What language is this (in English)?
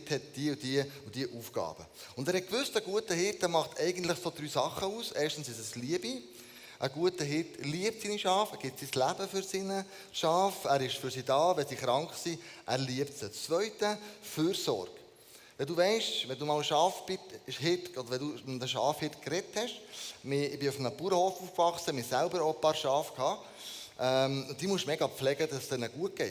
Swiss German